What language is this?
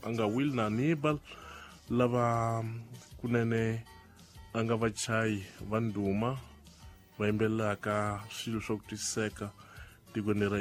Tsonga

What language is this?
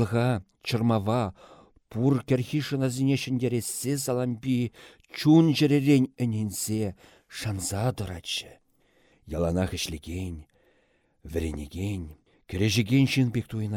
Chuvash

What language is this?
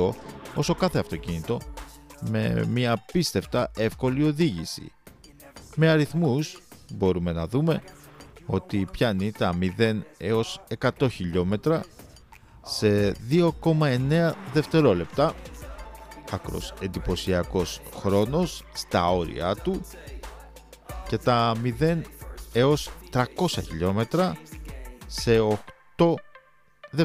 Greek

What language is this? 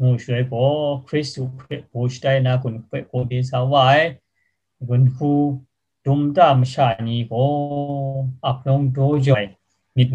Kachin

